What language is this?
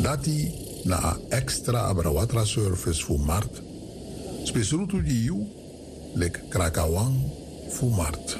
Sranan Tongo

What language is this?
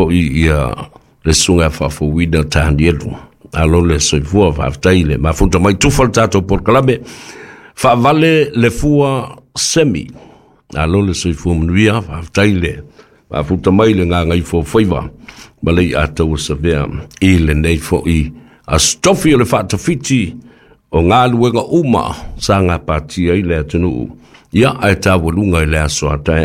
Samoan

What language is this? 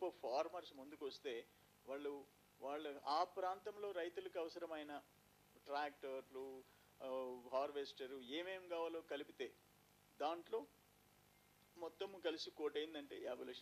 Telugu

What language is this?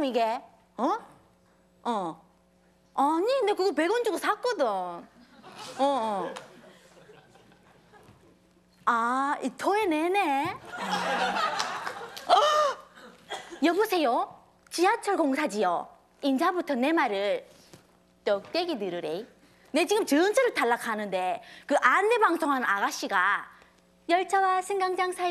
Korean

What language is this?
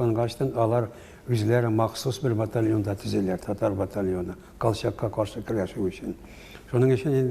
Tatar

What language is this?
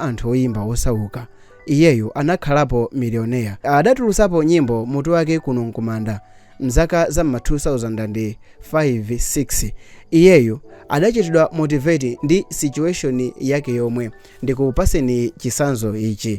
Nyanja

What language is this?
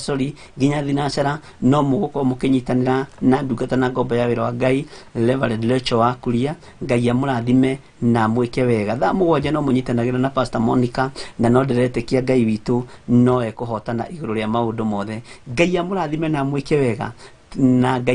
Kikuyu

